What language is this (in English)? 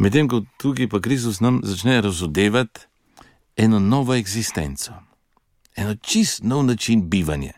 Slovenian